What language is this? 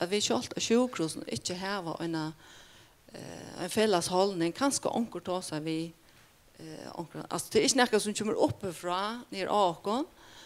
Faroese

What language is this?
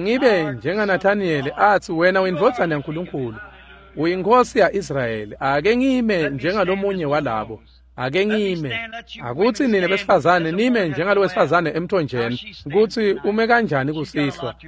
Swati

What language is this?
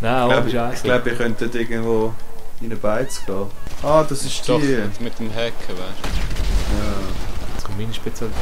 Swiss German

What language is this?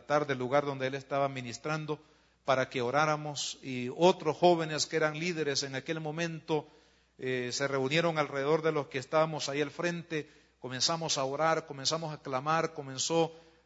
Spanish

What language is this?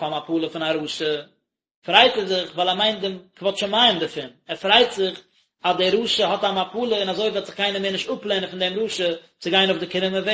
Yiddish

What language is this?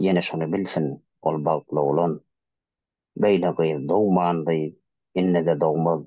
Turkmen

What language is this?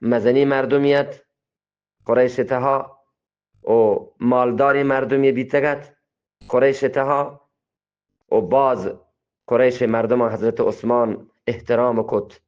Eastern Balochi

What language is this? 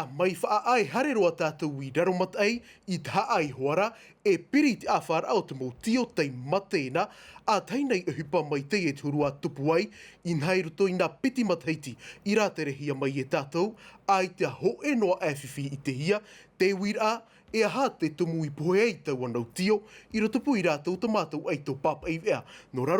Tahitian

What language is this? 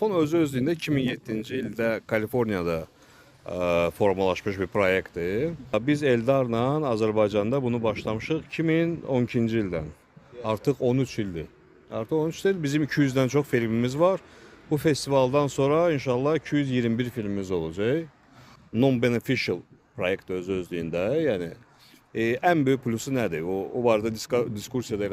Azerbaijani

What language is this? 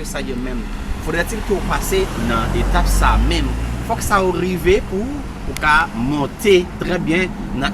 Haitian Creole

